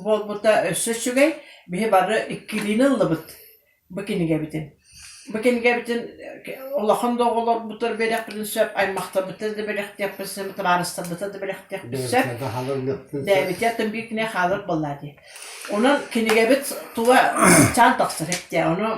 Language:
Yakut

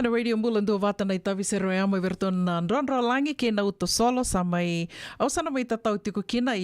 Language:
Fijian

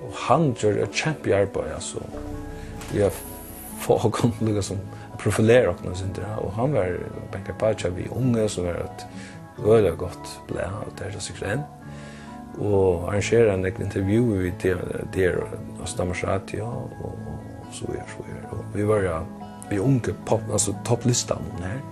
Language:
Faroese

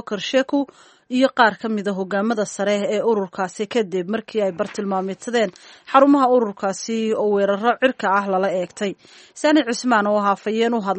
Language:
Somali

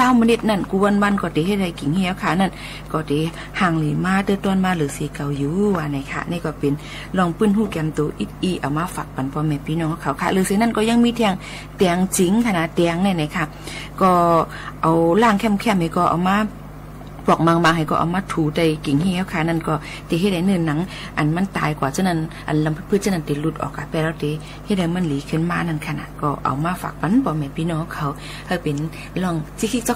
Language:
Shan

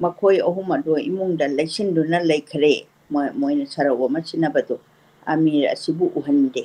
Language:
Manipuri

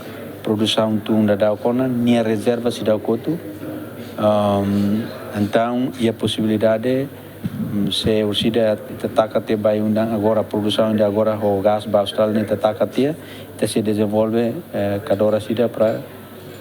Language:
Tetum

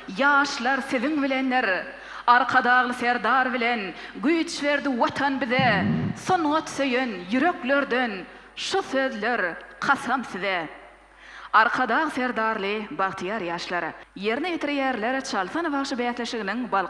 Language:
Turkmen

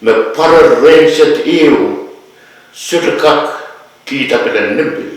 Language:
Pohnpeian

